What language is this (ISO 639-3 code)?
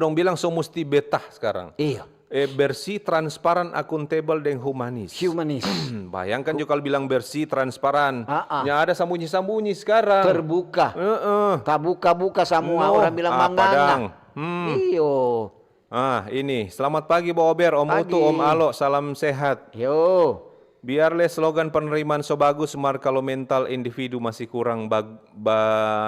xmm